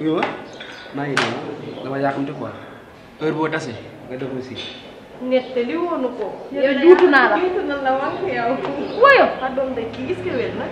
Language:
Wolof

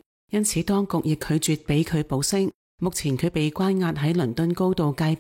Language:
Cantonese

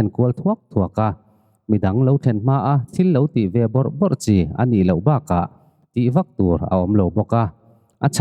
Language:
Mizo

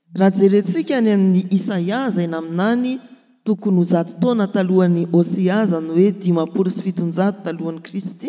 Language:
Malagasy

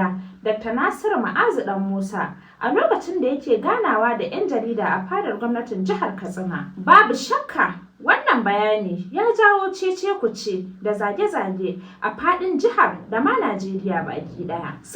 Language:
Hausa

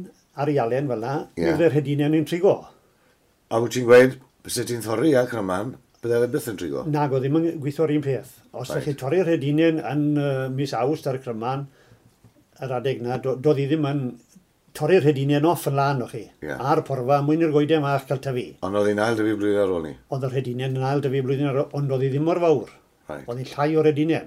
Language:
Welsh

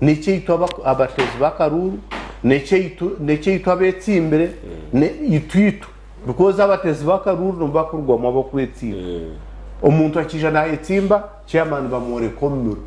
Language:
Nyankole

